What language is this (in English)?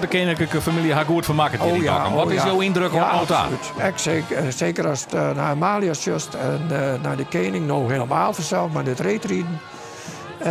Western Frisian